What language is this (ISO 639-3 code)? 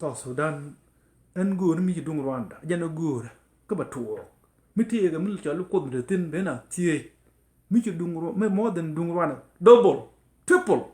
nus